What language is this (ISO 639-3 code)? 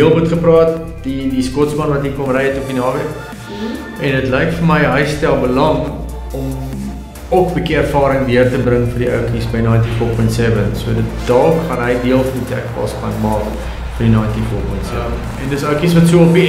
afr